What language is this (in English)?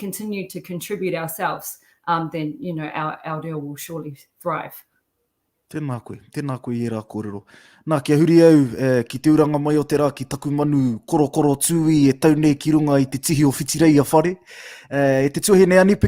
Māori